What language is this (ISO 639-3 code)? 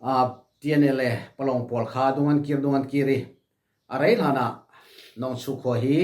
cfm